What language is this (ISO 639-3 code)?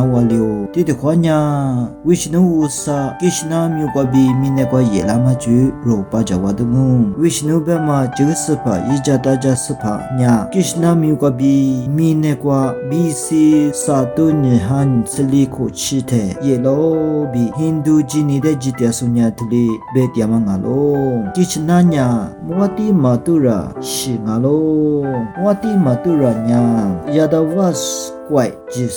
lis